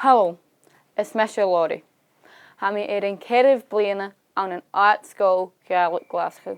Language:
Scottish Gaelic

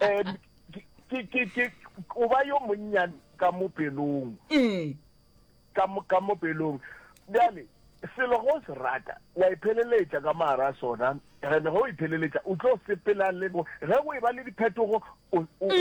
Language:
Northern Sotho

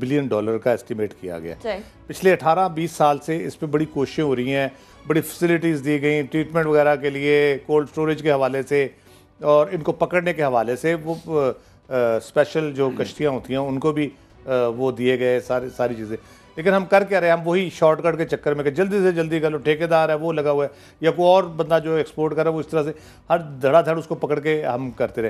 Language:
Urdu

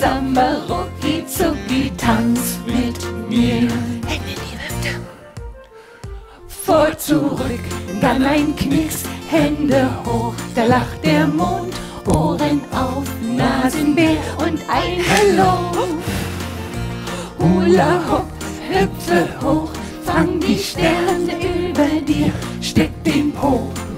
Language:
German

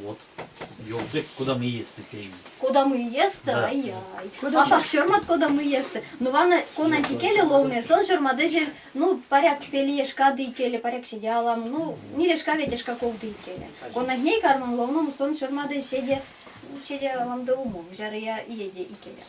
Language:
Erzya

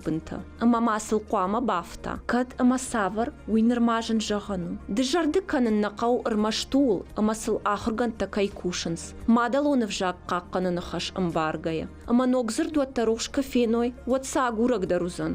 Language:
Ossetic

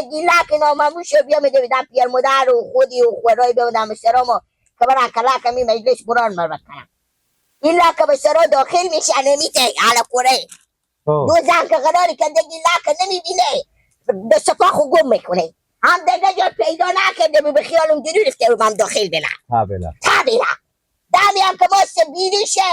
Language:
Persian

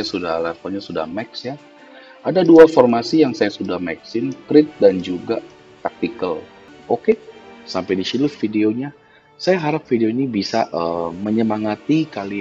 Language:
Indonesian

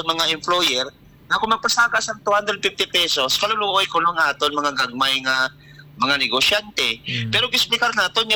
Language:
Hiligaynon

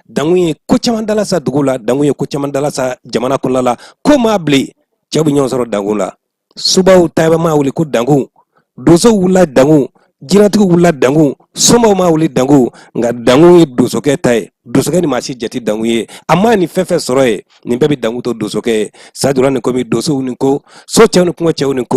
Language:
Bambara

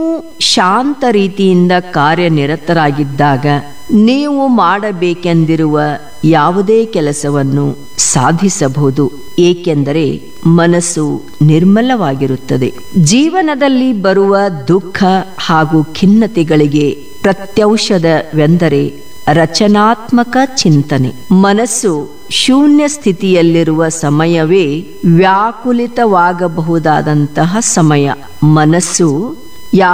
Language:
Kannada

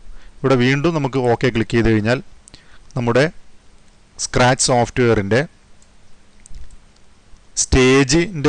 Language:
Malayalam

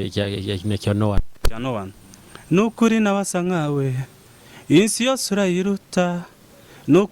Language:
Nyoro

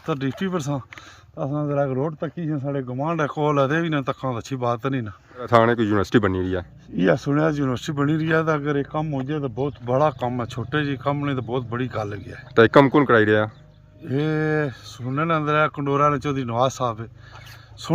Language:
Pahari-Potwari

